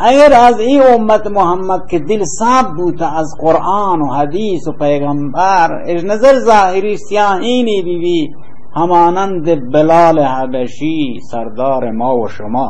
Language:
Baluchi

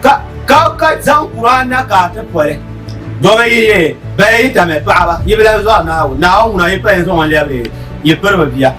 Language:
Dagbani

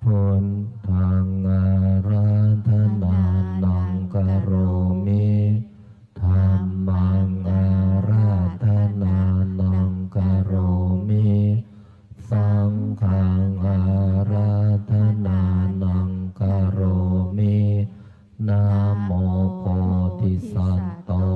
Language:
Pali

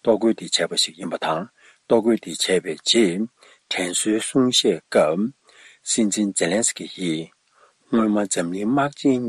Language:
Tibetan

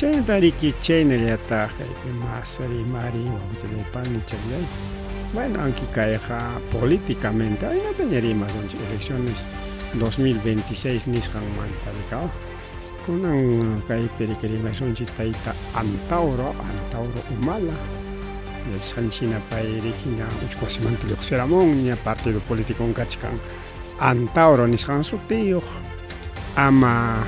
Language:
Ayacucho Quechua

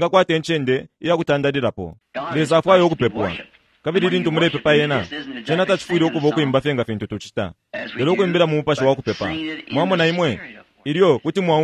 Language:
Bemba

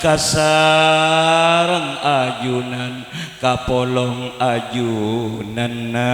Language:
Madurese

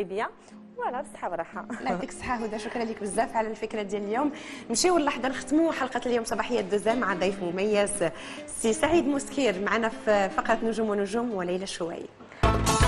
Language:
Moroccan Arabic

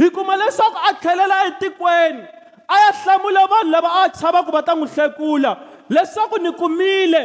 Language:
Tsonga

